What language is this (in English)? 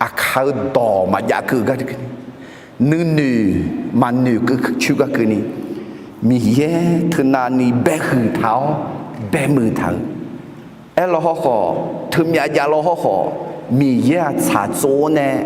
Akha